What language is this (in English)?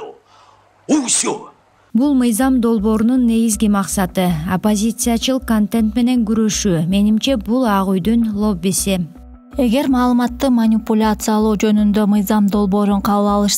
Kyrgyz